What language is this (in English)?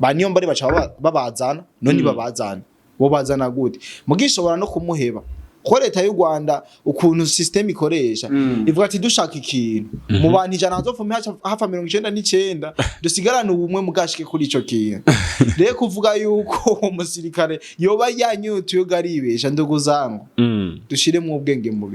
Rundi